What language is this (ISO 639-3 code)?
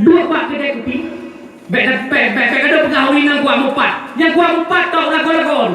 ace